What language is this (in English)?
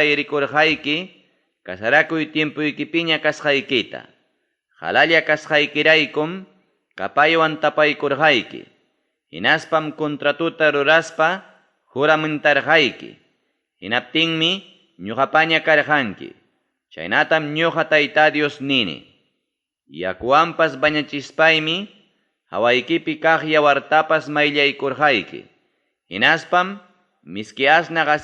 Ayacucho Quechua